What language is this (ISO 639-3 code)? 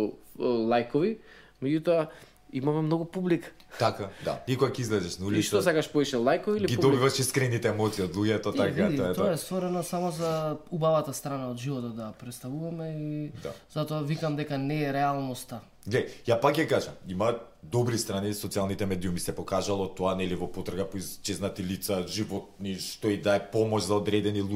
mkd